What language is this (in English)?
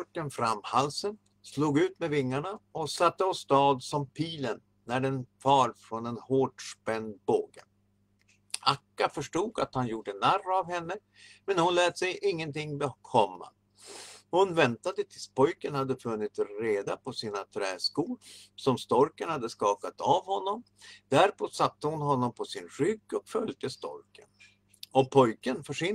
Swedish